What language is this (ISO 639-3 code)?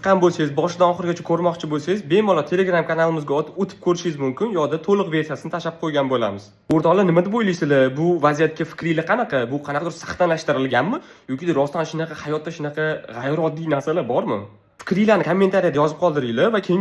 uzb